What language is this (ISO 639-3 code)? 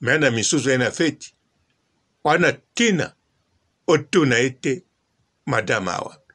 lin